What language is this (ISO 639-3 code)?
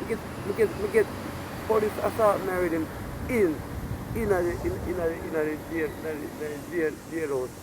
jam